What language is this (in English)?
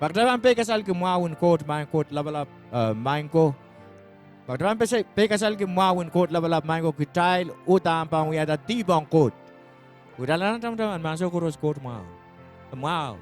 Pohnpeian